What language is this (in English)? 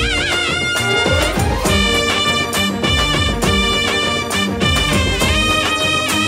Tamil